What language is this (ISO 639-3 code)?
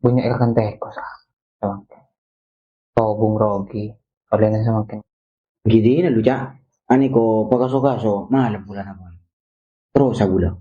mad